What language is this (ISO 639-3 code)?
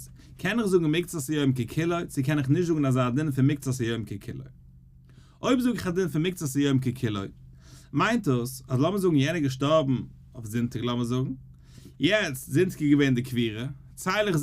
yid